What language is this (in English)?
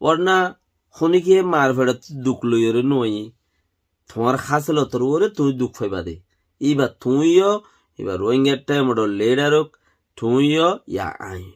Rohingya